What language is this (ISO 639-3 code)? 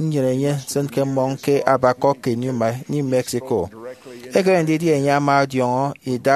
efi